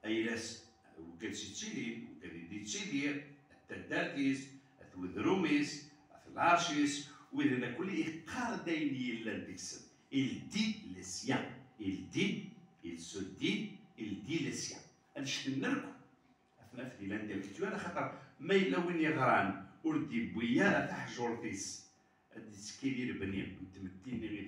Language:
Kabyle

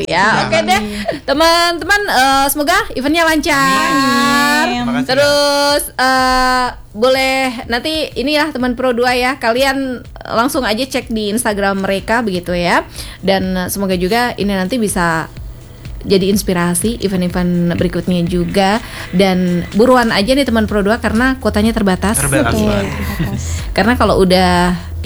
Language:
Indonesian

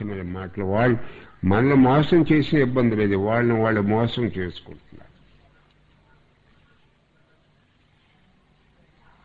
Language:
Telugu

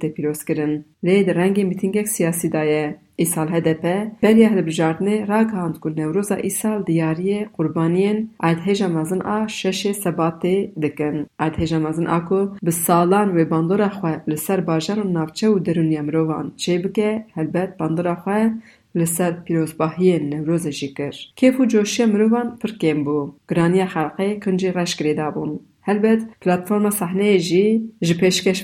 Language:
Kurdish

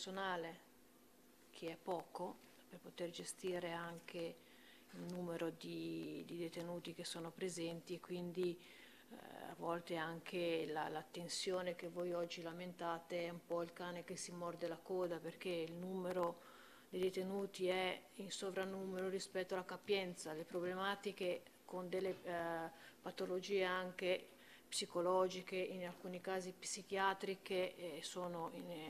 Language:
Italian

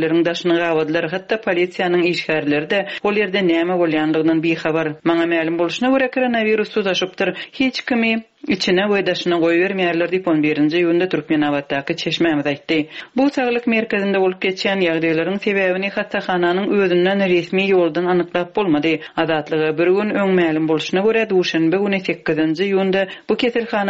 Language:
Turkmen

